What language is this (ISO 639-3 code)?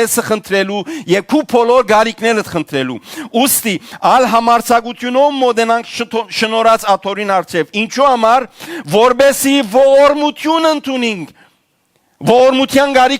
hyw